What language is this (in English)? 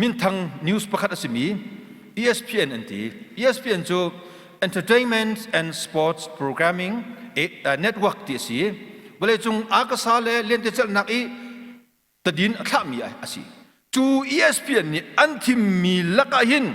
Hakha Chin